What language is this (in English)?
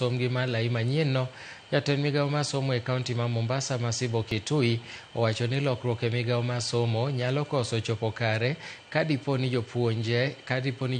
Luo (Kenya and Tanzania)